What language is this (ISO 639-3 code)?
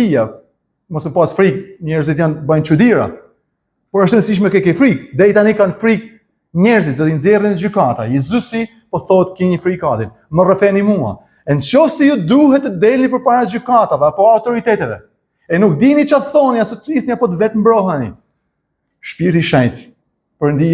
sqi